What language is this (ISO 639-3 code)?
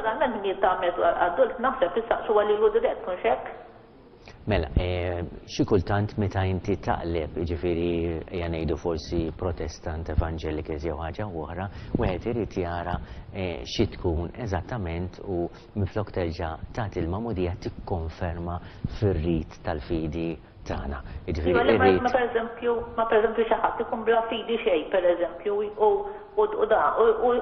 mlt